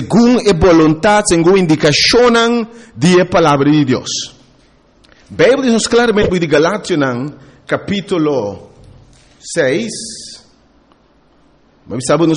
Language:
Papiamento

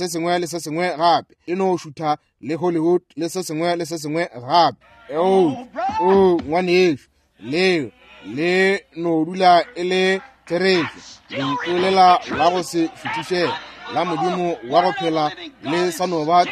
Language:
Northern Sotho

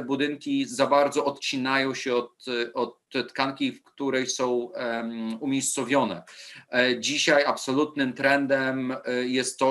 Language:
Polish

